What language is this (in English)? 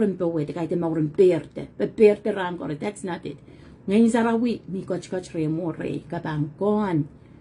Pohnpeian